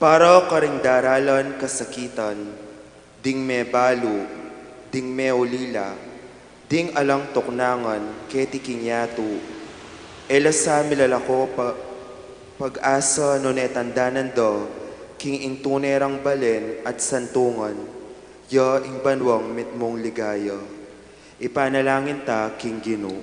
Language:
Pampanga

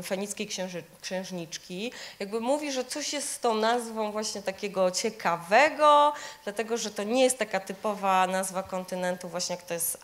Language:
Polish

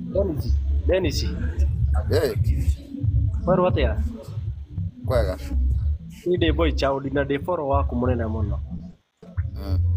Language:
Kikuyu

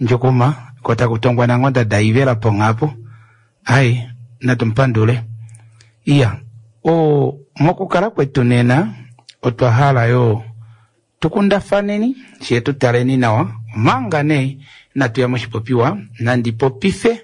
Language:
Kuanyama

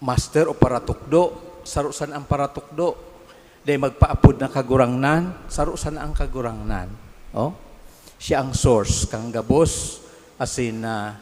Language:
Bikol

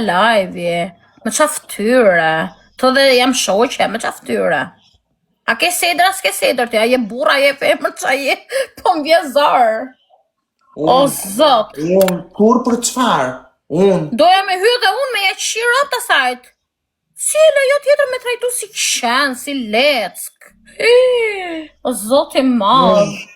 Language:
Albanian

